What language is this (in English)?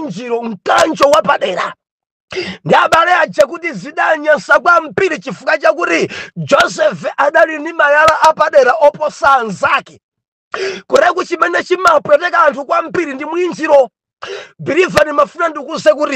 Nyanja